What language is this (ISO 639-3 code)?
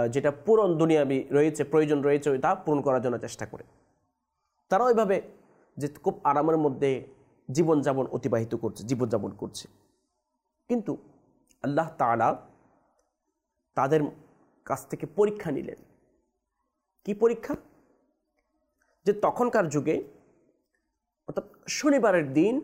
ben